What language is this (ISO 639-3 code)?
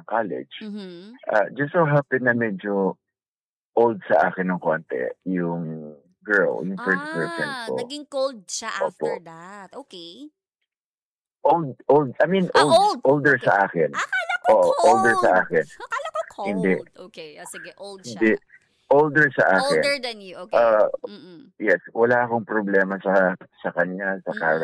fil